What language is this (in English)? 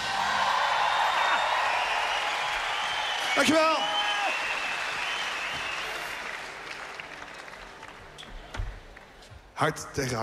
Dutch